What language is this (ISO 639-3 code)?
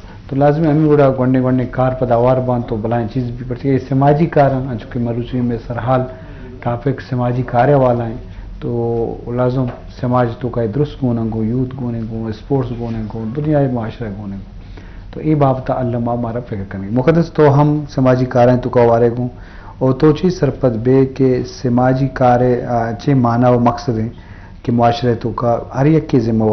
bgp